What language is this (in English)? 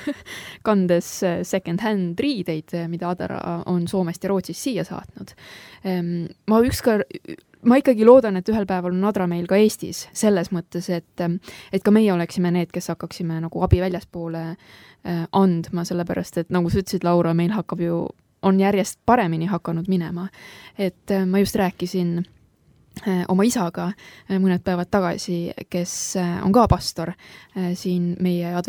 Estonian